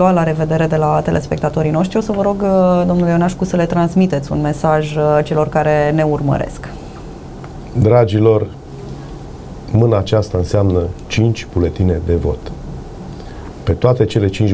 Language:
Romanian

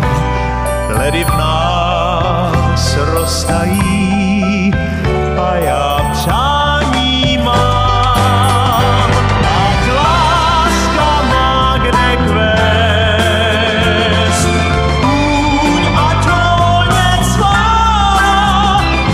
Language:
Czech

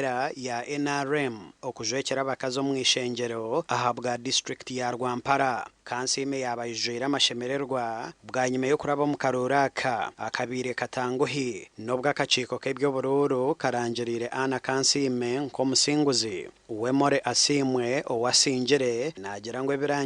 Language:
Nyankole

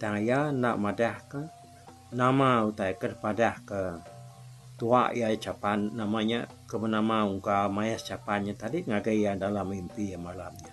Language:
Iban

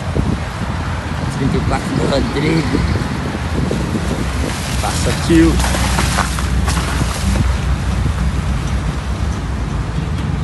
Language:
Portuguese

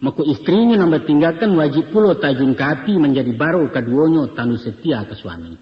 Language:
Minangkabau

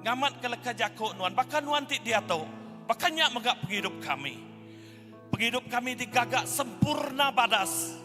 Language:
Iban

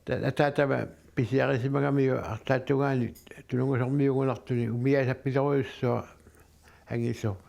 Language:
Kalaallisut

